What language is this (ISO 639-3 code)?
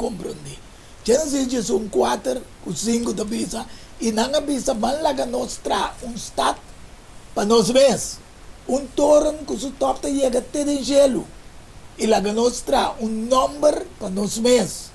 pap